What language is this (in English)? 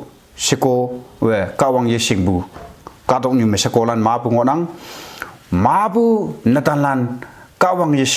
Konyak Naga